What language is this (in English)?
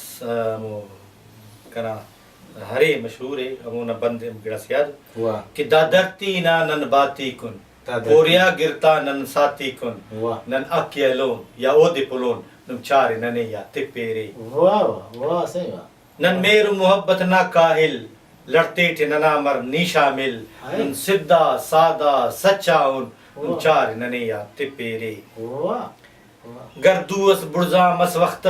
Brahui